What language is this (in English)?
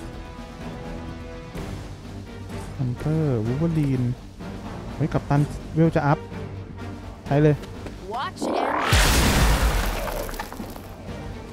Thai